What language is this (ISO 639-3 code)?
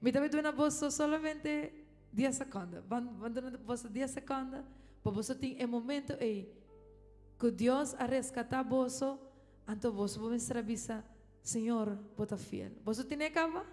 pap